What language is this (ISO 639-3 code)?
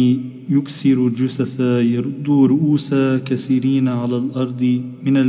ara